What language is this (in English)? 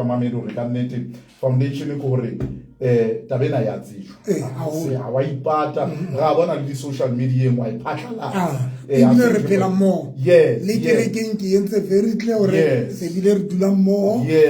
Southern Sotho